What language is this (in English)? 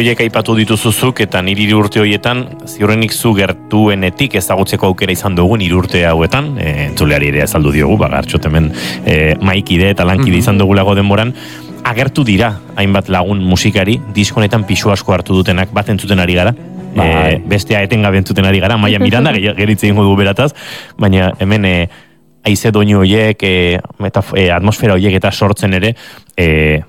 Basque